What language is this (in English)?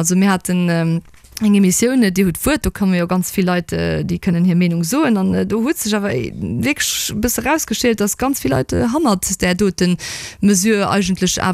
Luxembourgish